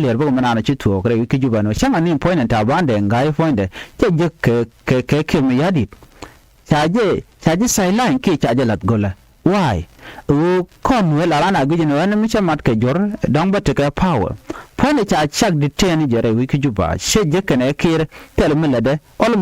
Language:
Nuer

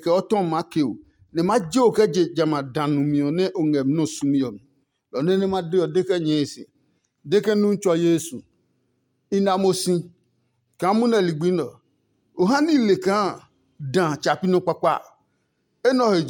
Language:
Adangme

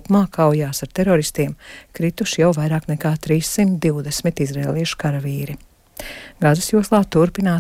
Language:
Latvian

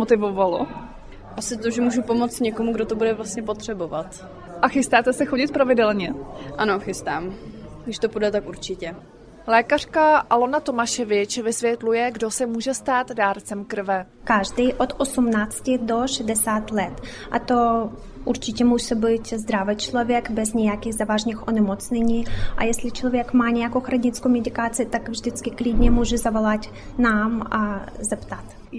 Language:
Czech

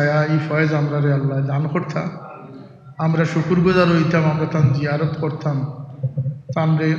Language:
Sylheti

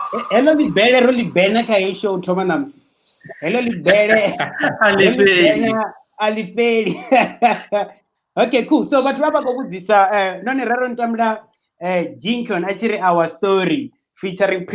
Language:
Venda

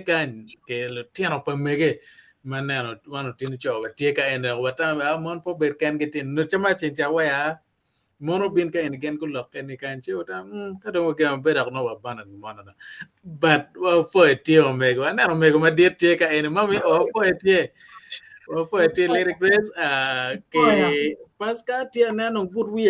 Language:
Acoli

